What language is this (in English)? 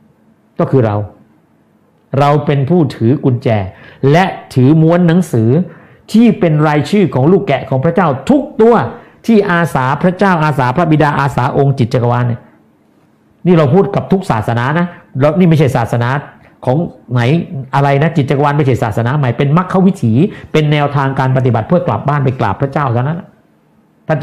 Thai